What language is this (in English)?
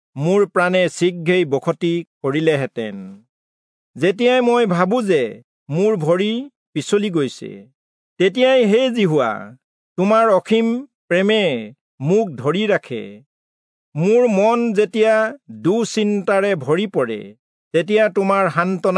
Assamese